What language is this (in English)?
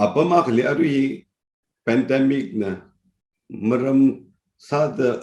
Tangkhul Naga (India)